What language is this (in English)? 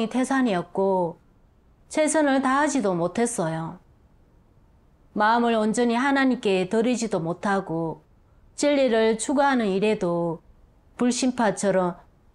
Korean